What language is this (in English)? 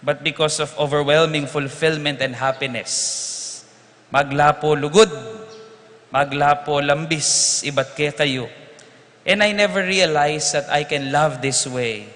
Pampanga